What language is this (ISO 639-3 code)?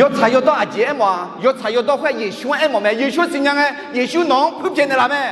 ahk